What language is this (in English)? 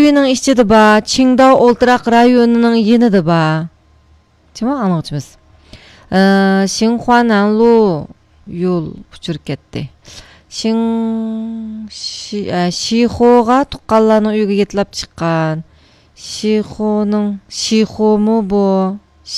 Uyghur